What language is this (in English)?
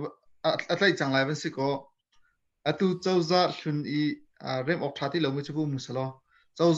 Hakha Chin